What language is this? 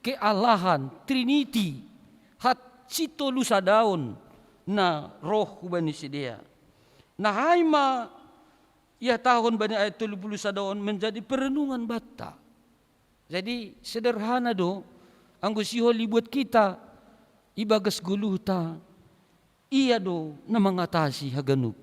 Batak Simalungun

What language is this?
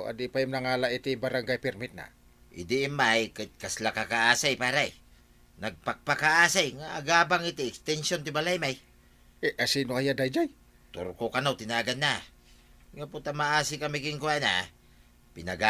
Iloko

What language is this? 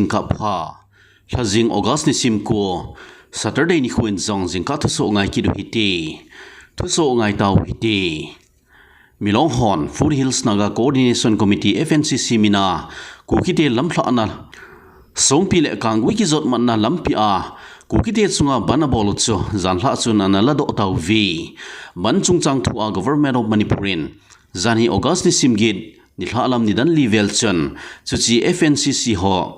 Thado Chin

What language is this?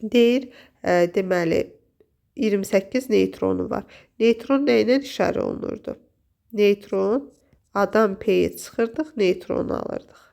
Azerbaijani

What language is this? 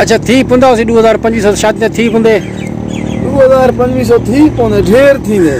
Saraiki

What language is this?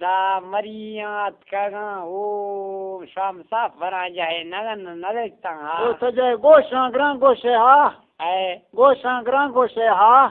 Baluchi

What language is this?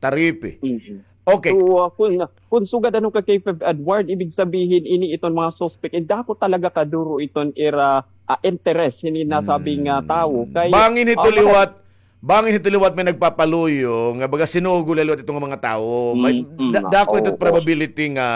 Waray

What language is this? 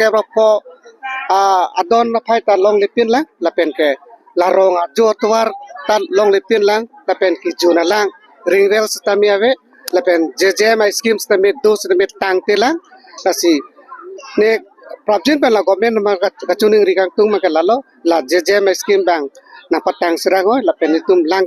Karbi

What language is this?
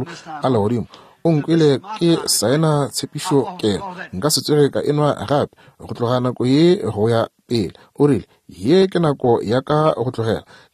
Northern Sotho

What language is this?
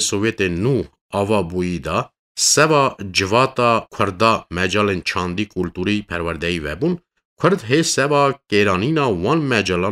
Kurdish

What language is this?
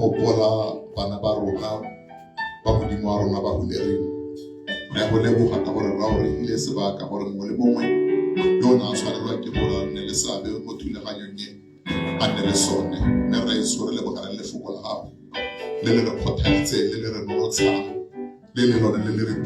Tswana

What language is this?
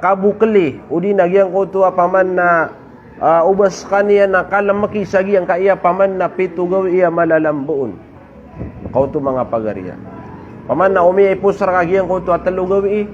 Maranao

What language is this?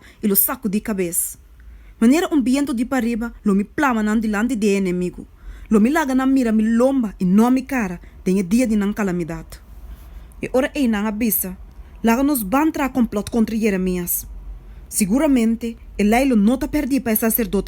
Papiamento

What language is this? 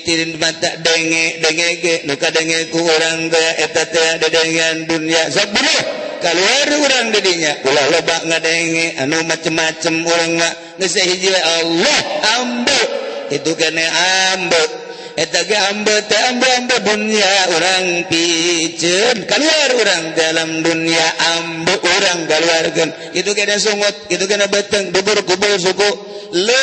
Sundanese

